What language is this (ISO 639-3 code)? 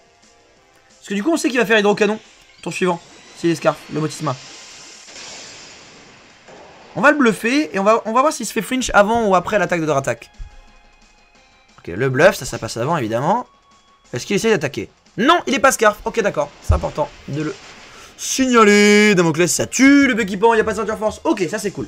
fra